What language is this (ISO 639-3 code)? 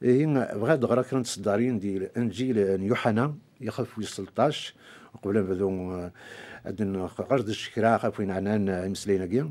kab